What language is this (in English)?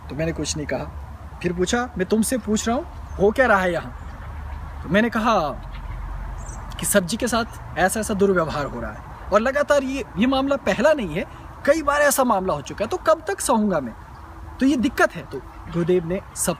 Hindi